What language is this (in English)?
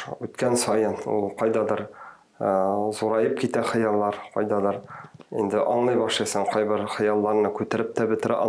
Tatar